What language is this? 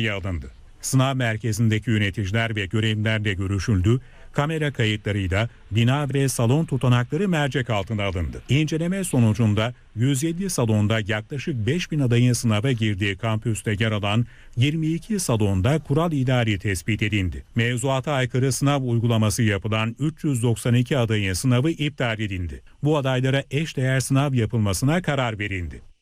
Turkish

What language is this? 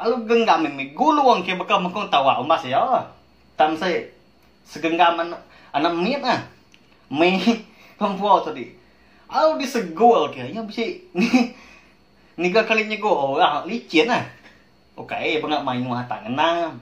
Iban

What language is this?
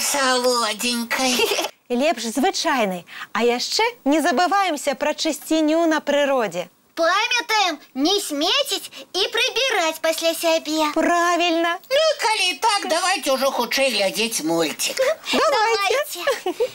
Belarusian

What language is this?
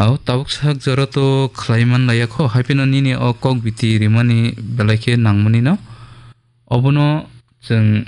Kok Borok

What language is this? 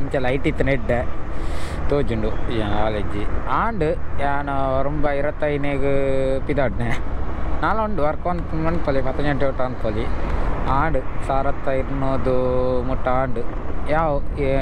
Tulu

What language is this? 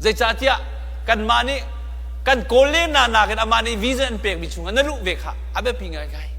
Hakha Chin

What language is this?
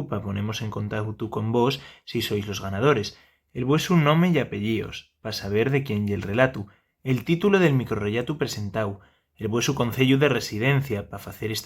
Asturian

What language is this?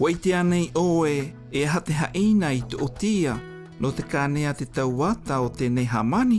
South Marquesan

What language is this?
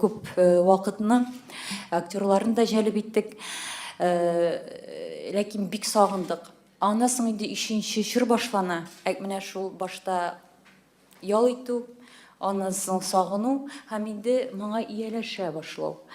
Tatar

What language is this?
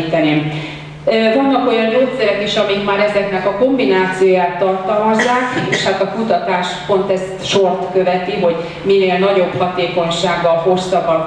Hungarian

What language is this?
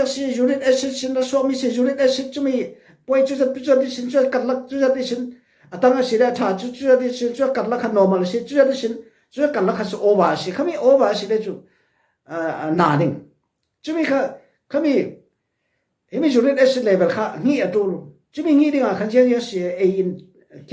Falam Chin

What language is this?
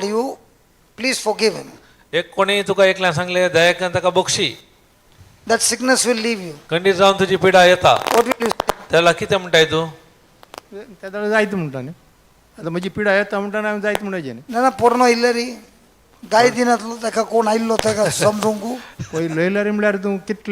Konkani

